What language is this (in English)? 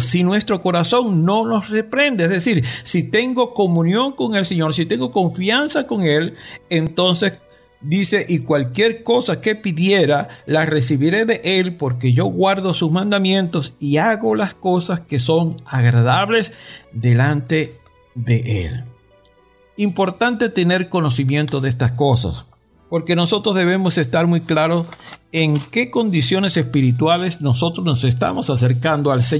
Spanish